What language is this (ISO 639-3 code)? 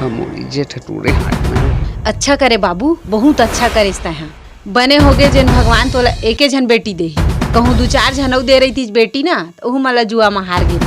hne